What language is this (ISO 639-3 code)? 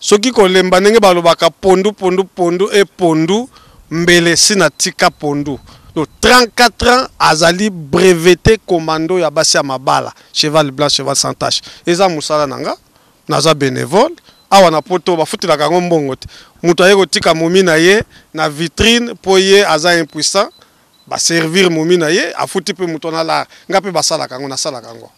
lin